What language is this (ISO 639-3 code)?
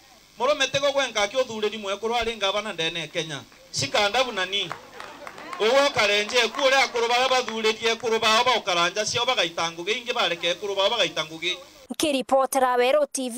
mer